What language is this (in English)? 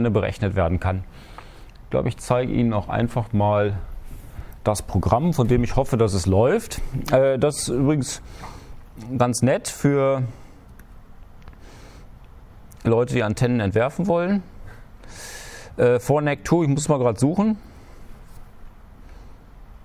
German